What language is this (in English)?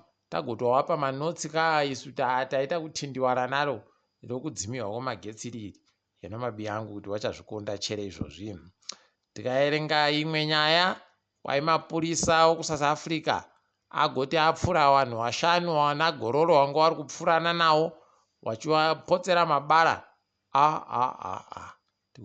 Ndau